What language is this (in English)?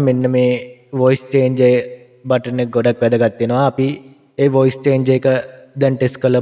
Sinhala